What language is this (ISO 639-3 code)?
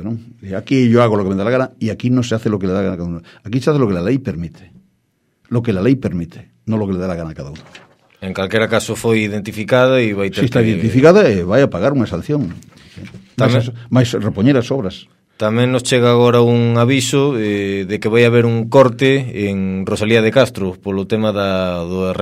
glg